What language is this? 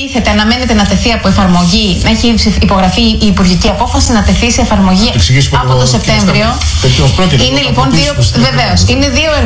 Greek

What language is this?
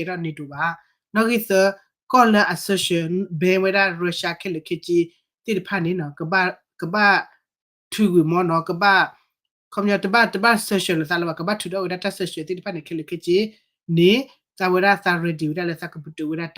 S'gaw Karen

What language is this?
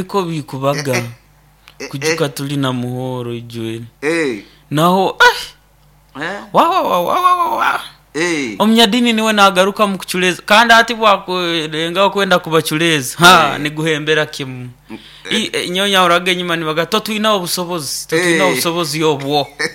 Nyoro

